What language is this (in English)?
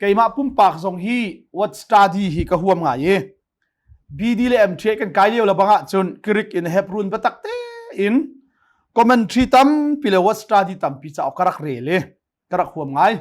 Hakha Chin